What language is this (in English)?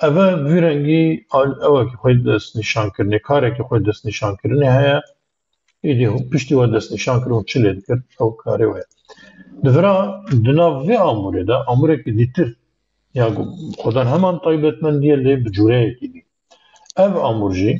Kurdish